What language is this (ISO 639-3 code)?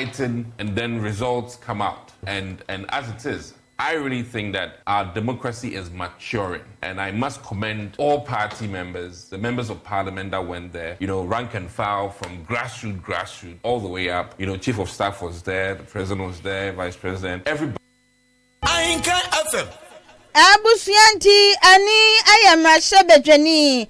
aka